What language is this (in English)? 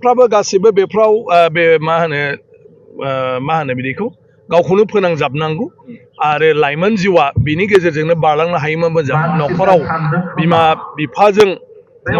Bodo